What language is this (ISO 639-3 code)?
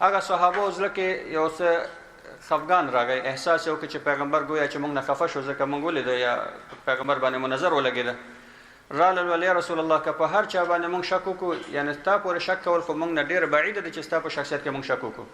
pus